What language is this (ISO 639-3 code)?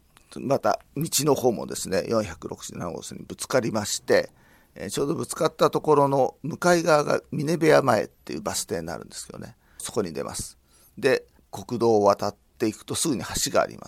jpn